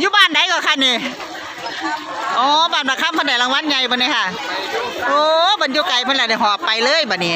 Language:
Northeastern Thai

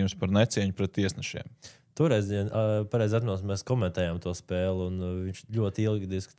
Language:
Latvian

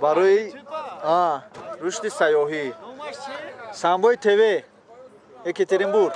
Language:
Tajik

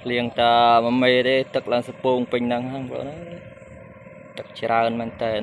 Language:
Khmer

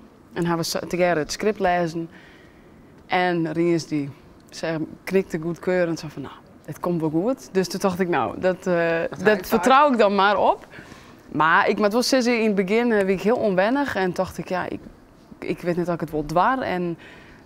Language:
Western Frisian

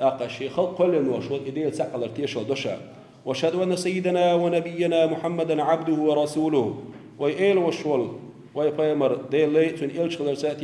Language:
Chechen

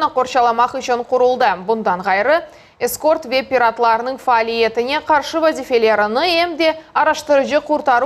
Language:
Crimean Tatar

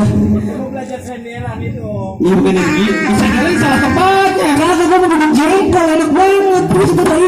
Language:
Betawi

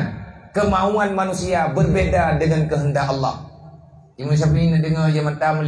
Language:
Achinese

